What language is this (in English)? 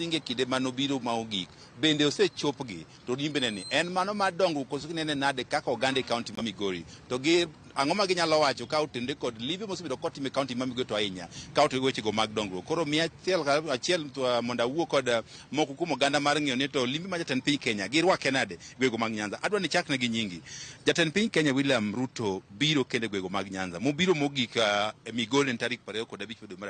Luo (Kenya and Tanzania)